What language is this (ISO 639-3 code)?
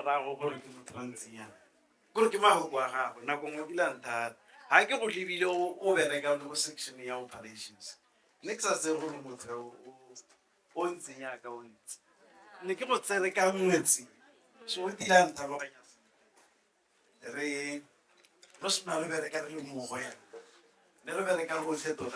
tsn